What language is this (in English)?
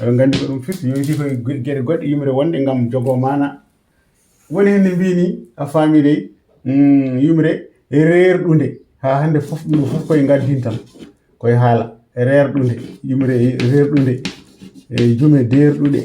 Fula